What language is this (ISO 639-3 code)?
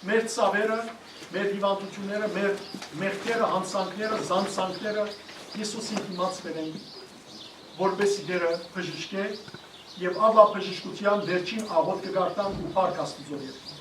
hyw